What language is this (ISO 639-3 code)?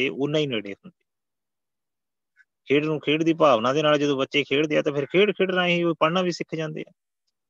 pan